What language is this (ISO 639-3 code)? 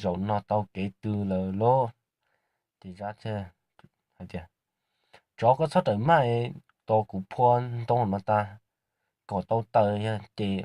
hmn